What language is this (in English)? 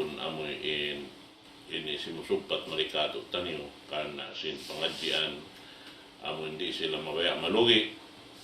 Tausug